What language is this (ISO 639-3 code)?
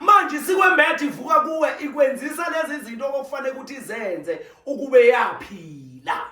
zul